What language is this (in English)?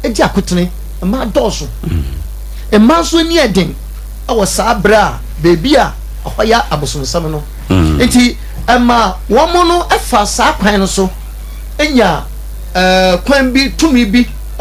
Akan